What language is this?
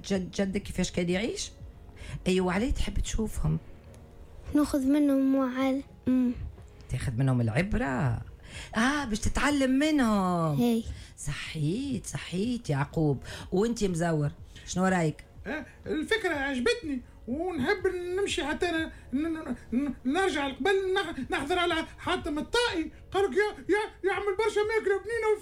Tunisian Arabic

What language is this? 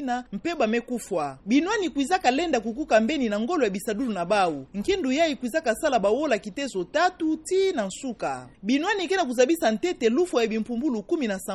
Kituba (Democratic Republic of Congo)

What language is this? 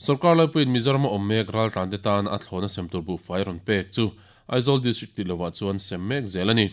Mizo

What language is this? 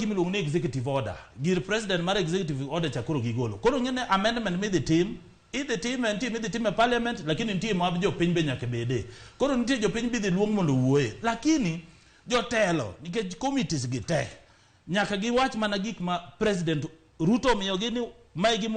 Luo (Kenya and Tanzania)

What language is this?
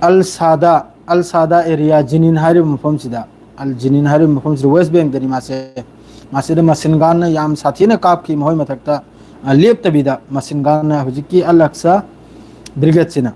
Manipuri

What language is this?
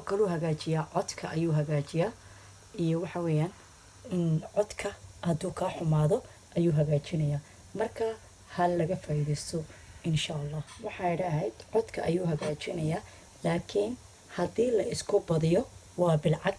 Somali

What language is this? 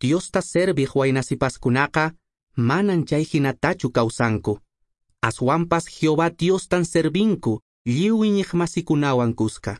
Quechua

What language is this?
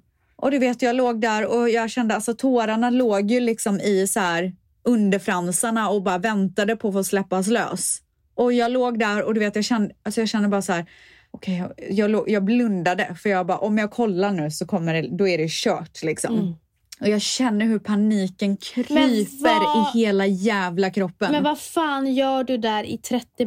Swedish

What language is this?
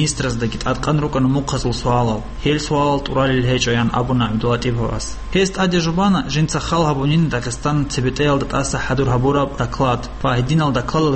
Avaric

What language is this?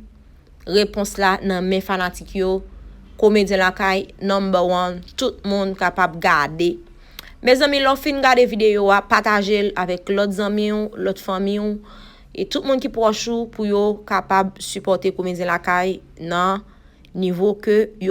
Haitian Creole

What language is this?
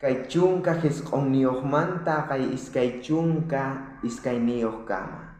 South Bolivian Quechua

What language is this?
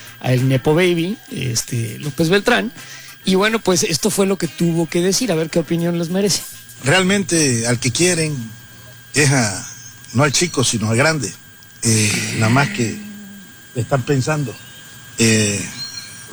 Spanish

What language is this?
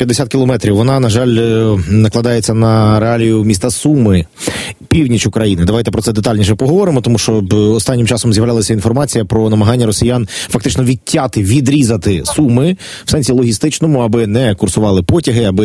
Ukrainian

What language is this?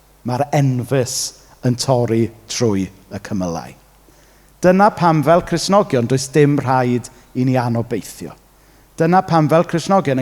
Welsh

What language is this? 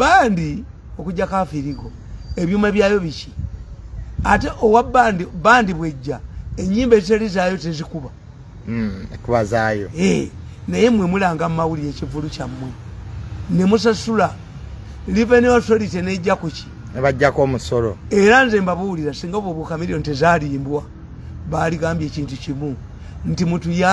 Ganda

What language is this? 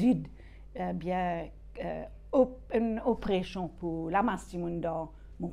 Morisyen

